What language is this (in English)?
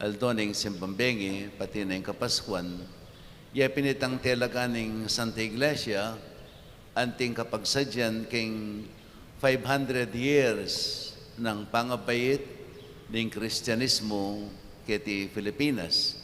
Pampanga